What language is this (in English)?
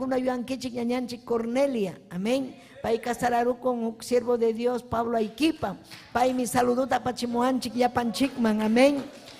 Ayacucho Quechua